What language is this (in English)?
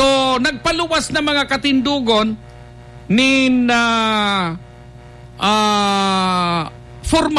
Bikol